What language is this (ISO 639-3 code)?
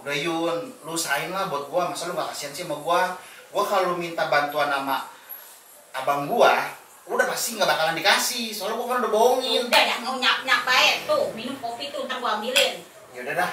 bew